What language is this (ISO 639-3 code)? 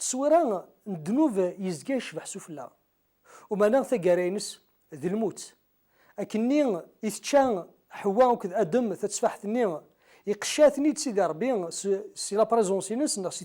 kab